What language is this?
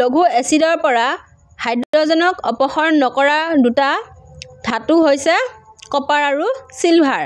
Assamese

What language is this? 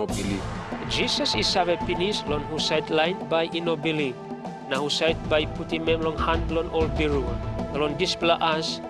Tok Pisin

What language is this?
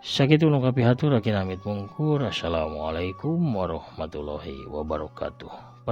Sundanese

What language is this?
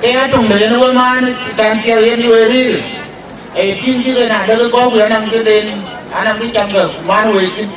Dinka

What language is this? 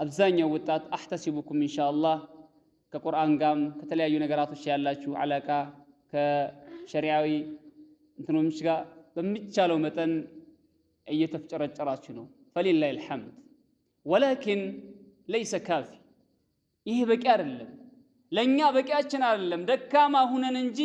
Amharic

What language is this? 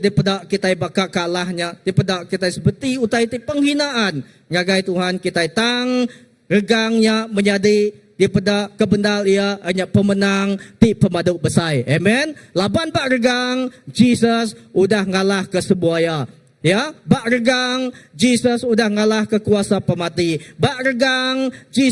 Iban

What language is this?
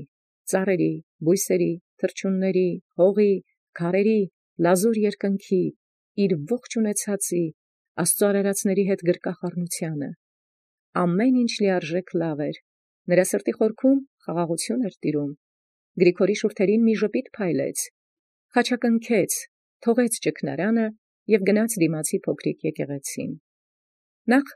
Armenian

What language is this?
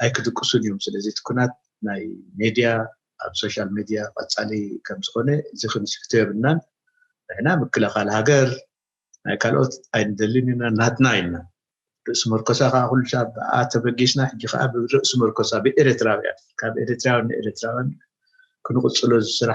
Tigrinya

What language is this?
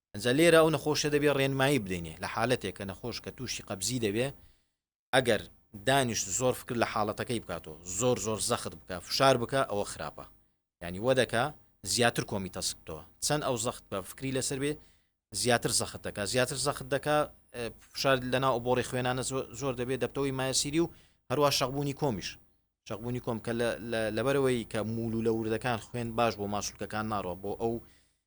Central Kurdish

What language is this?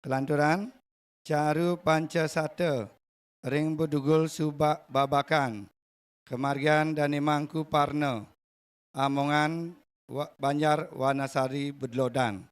Balinese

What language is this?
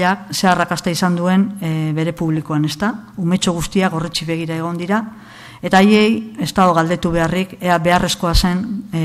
Basque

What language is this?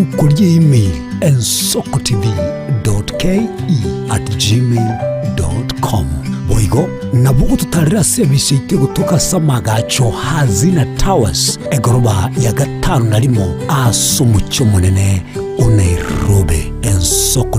Gusii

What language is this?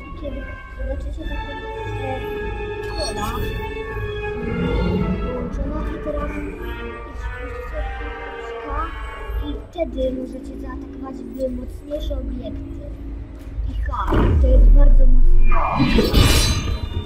Polish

